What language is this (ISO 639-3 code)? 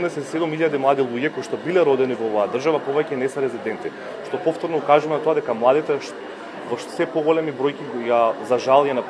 mkd